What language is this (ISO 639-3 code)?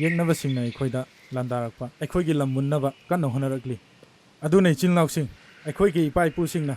mni